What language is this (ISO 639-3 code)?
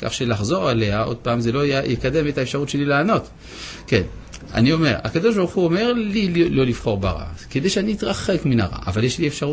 heb